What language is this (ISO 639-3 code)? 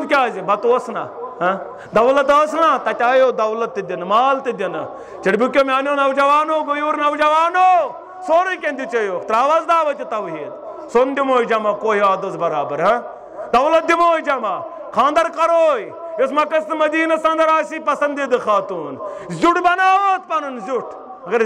kas